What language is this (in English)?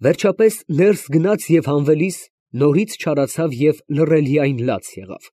Armenian